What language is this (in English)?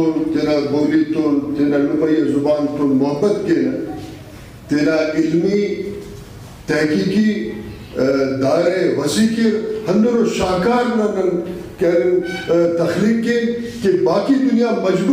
Brahui